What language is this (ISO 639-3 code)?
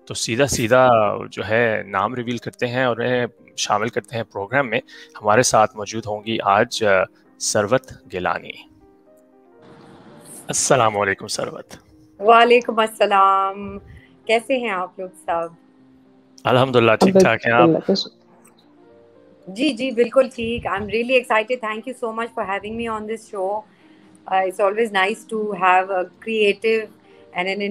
urd